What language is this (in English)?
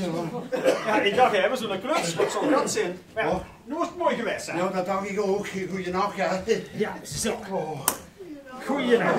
Limburgish